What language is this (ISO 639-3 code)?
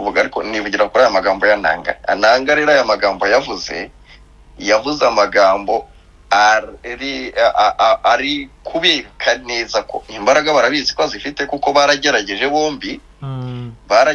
kin